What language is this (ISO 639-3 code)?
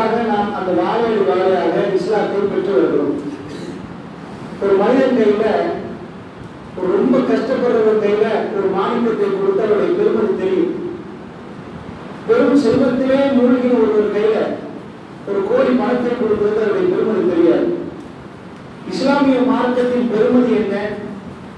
tam